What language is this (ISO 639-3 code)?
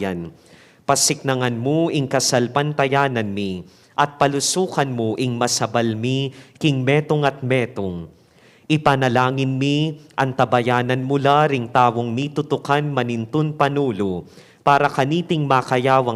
pam